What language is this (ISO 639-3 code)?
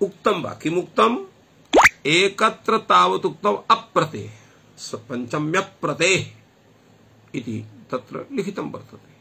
san